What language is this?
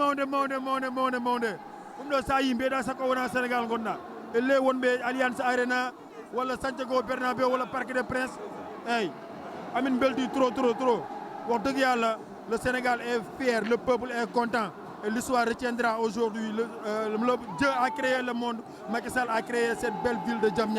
Fula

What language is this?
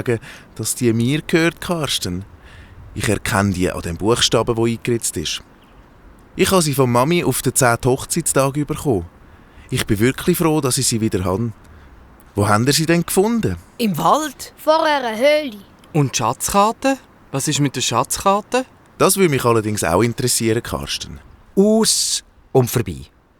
Swiss German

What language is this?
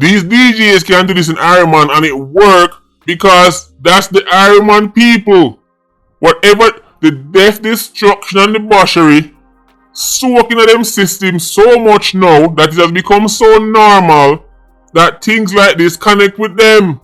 Jamaican Creole English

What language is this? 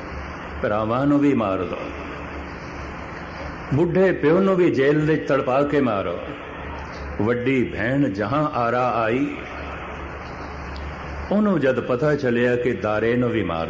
Punjabi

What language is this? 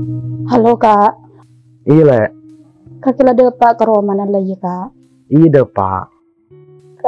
Madurese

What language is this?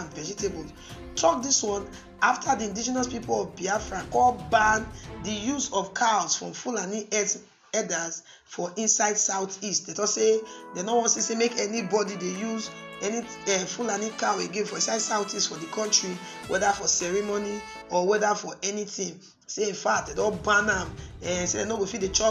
Nigerian Pidgin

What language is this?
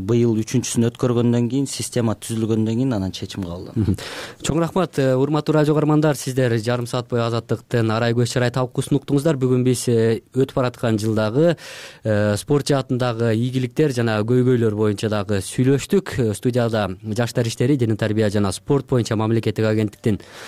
Kyrgyz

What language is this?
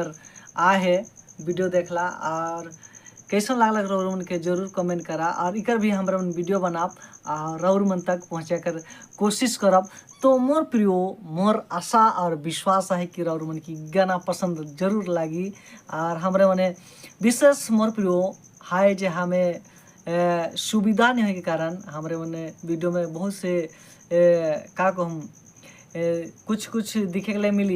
Sadri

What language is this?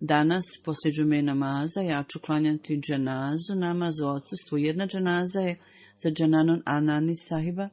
Bosnian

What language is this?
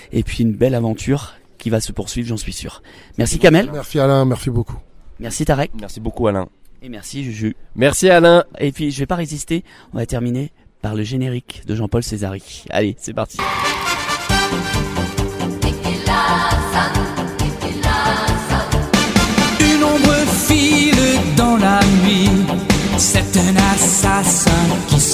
French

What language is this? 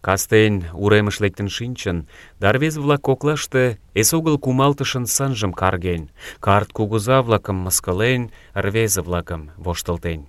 Mari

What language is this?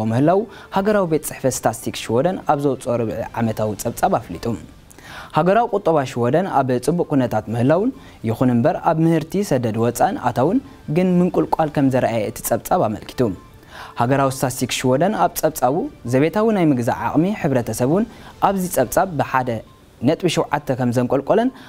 Tigrinya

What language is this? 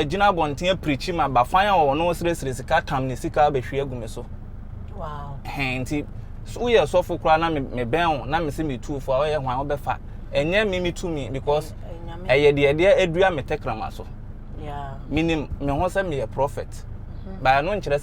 Akan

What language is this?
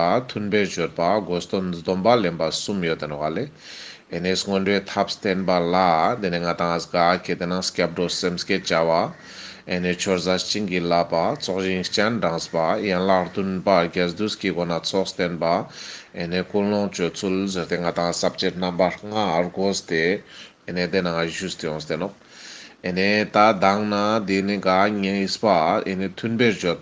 Ladakhi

